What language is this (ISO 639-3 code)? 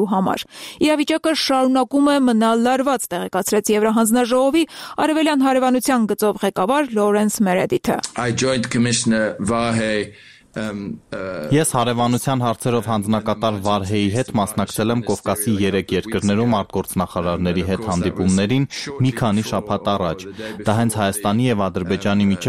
hye